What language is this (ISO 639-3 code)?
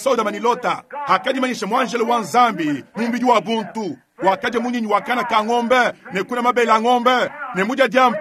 lua